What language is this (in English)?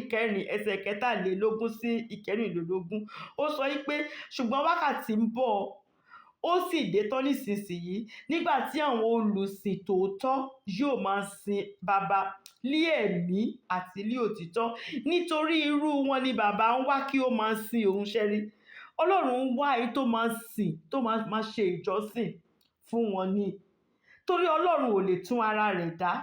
Yoruba